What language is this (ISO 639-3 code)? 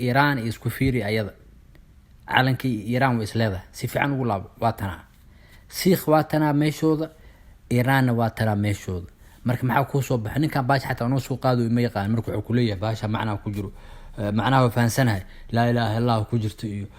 som